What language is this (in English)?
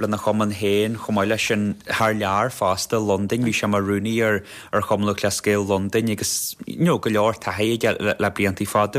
Irish